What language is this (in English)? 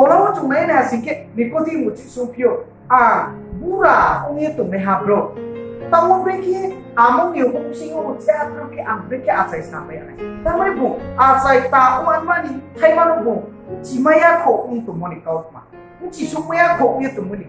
Riang (India)